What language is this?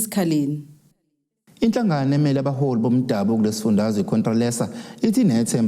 Zulu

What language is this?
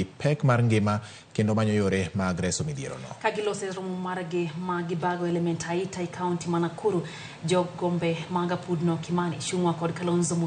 Luo (Kenya and Tanzania)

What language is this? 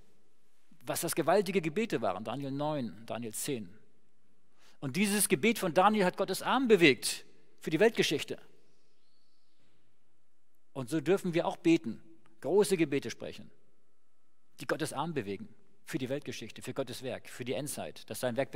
German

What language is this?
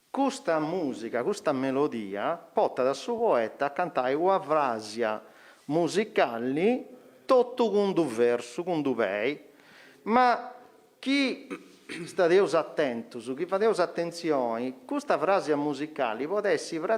Sardinian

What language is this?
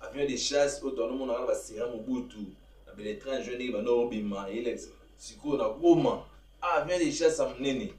Lingala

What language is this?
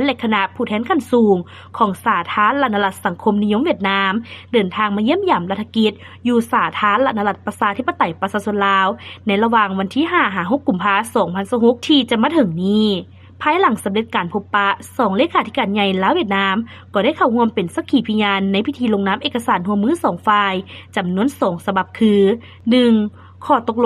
Lao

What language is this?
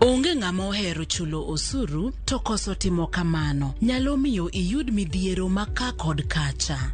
Luo (Kenya and Tanzania)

